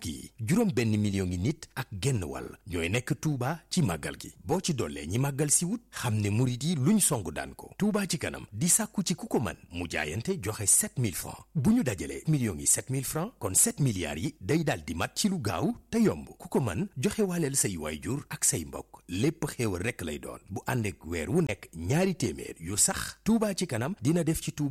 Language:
Wolof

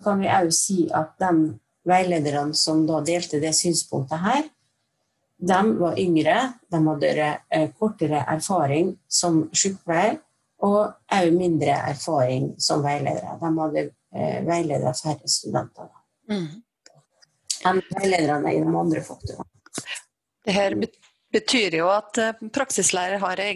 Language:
Norwegian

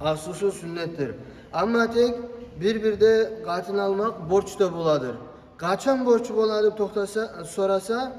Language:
Kumyk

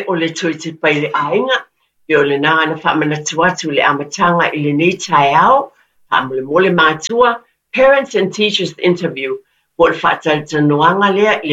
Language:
Samoan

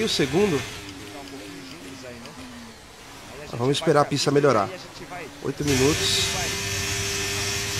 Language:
Portuguese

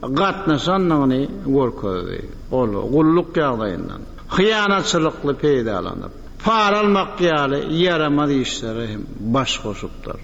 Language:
Turkmen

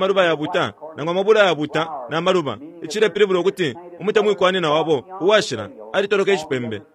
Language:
Bemba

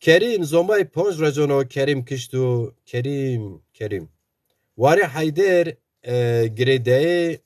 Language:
Zaza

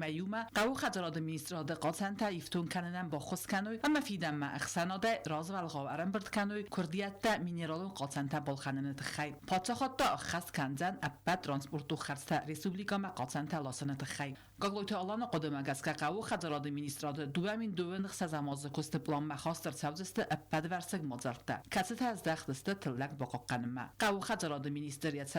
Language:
Ossetic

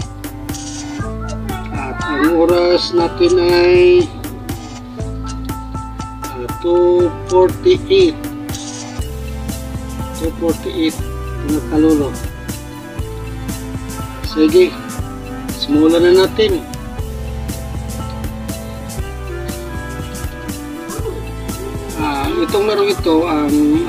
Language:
Filipino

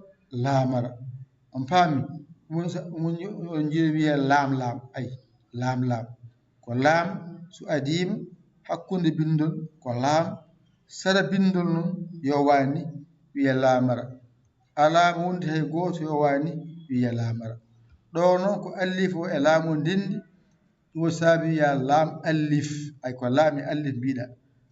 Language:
Fula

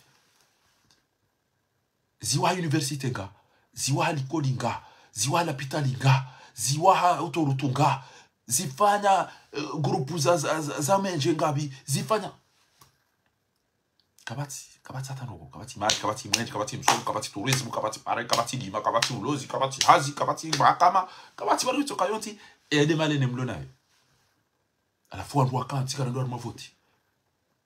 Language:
Swahili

